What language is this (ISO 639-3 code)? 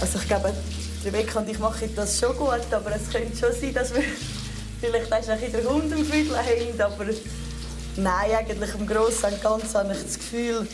gsw